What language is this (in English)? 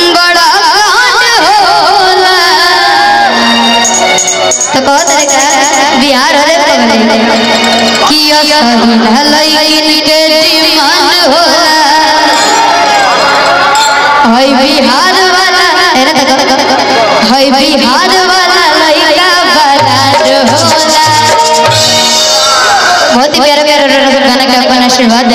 Bhojpuri